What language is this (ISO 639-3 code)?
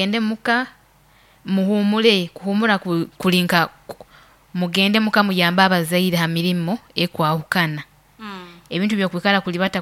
nyo